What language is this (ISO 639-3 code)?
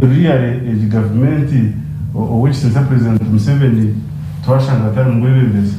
nyn